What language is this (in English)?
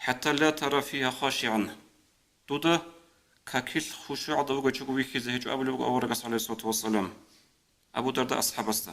Avaric